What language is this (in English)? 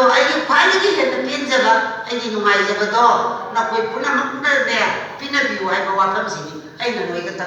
Manipuri